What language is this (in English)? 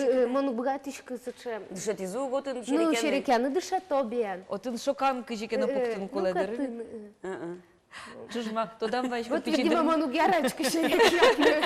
Udmurt